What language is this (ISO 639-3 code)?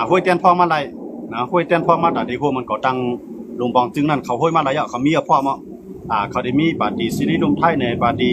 shn